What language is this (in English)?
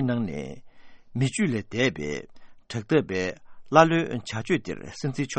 Tibetan